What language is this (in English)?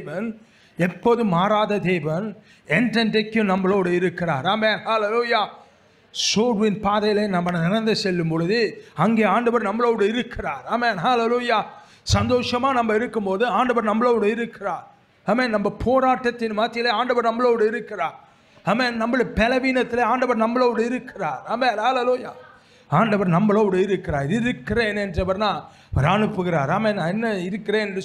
Tamil